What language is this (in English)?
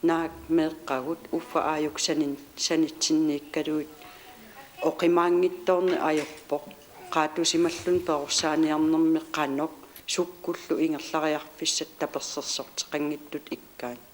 Kalaallisut